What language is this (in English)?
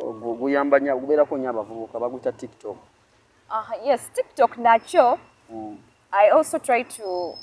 Ganda